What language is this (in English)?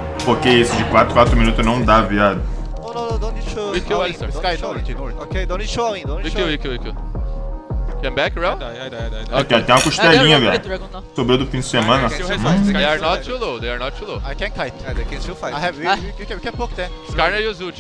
Portuguese